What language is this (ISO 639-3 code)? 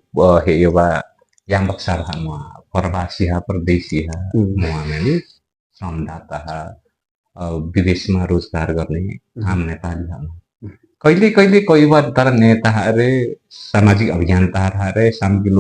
lif